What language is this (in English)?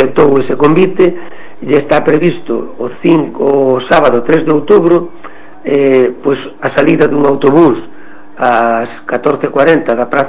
Galician